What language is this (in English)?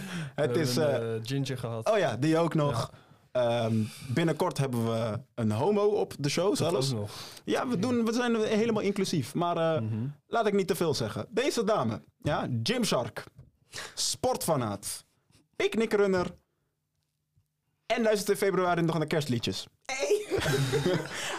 Dutch